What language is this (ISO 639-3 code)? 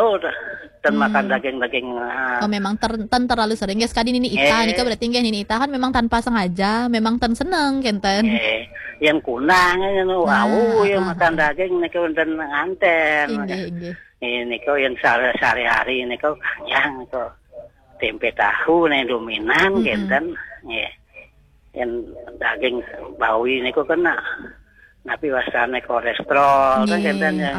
ban